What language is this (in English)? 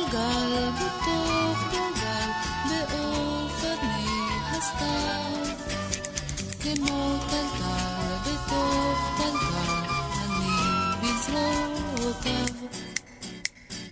Hebrew